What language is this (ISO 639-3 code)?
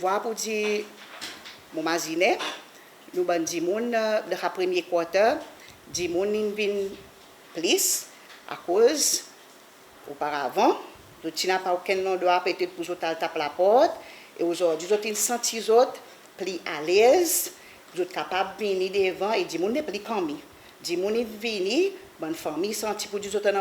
crs